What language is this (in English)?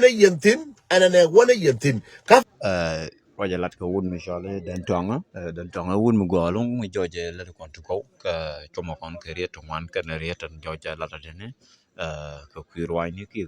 Nuer